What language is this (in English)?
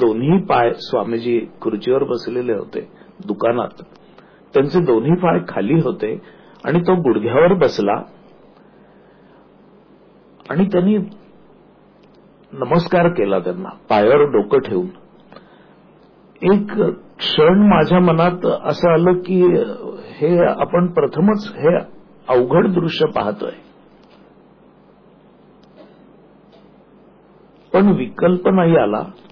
Marathi